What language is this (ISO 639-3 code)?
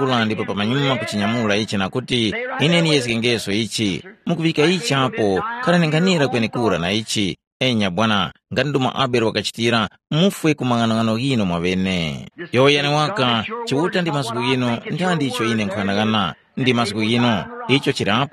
tum